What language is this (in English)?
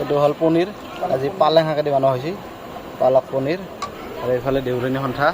Assamese